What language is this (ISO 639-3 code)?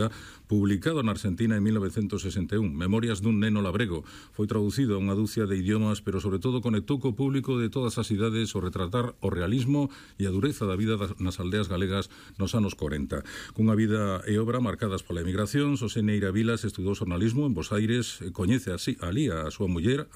glg